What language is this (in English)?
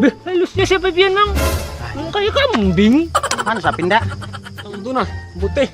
Banjar